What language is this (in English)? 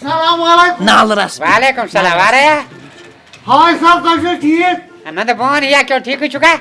Kashmiri